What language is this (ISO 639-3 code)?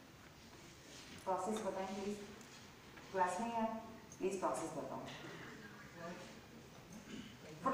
hin